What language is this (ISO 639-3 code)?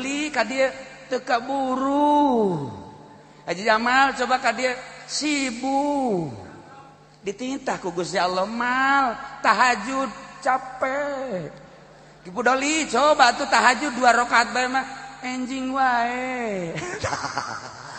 sun